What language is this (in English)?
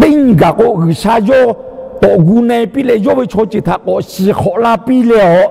Lahu